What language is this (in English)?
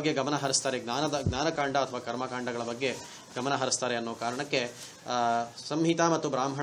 Kannada